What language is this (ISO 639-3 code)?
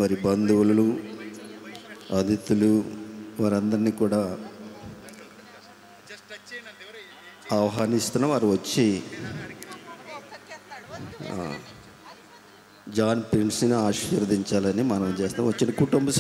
tel